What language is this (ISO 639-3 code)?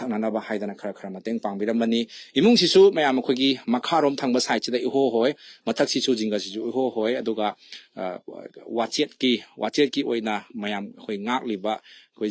mni